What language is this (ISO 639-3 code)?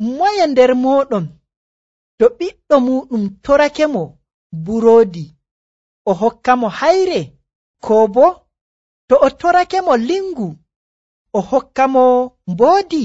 fuv